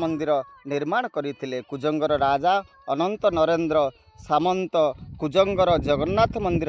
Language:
Odia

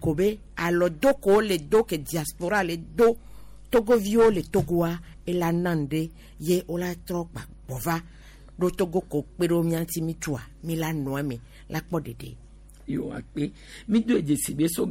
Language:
Gen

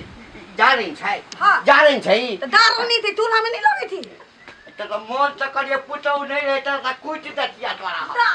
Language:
Maithili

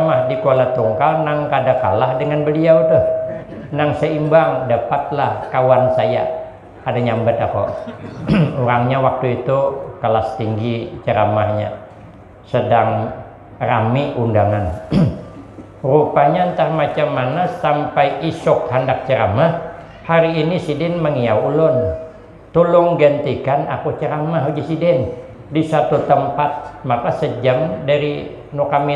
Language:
Banjar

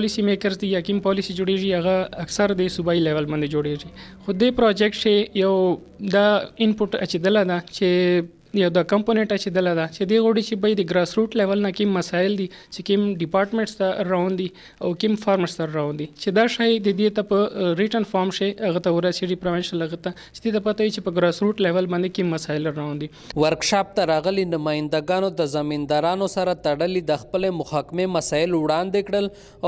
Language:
Pashto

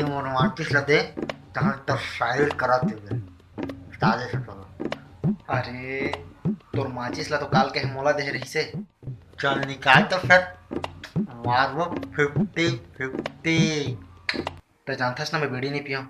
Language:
Chhattisgarhi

